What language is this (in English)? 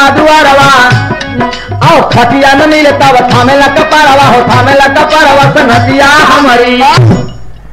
Bhojpuri